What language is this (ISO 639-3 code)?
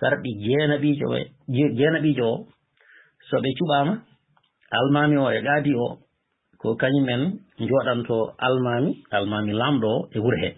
ful